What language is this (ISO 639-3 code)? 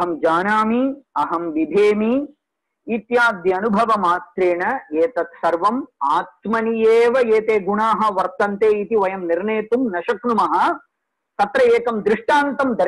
san